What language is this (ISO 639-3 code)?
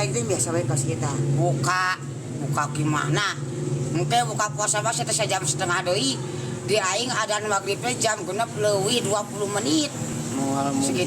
sun